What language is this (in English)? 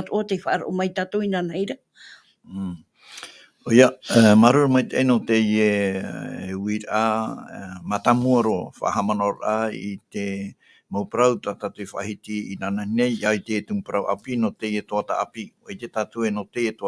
Tahitian